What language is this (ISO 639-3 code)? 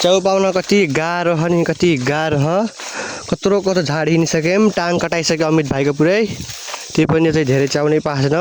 nep